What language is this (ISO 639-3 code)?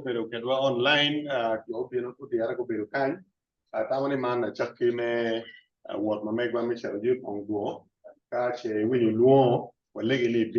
ach